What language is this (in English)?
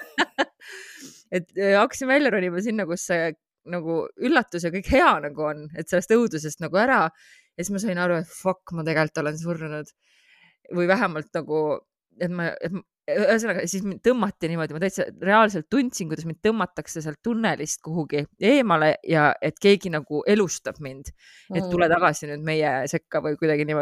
Estonian